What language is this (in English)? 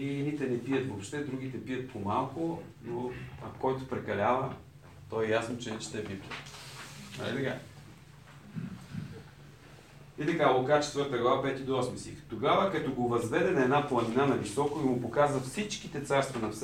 Bulgarian